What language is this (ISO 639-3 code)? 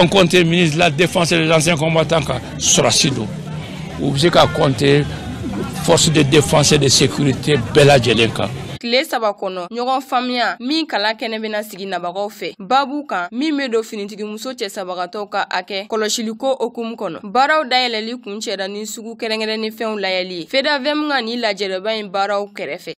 bam